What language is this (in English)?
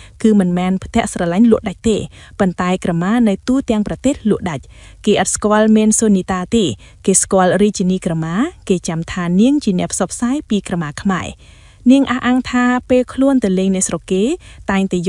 Khmer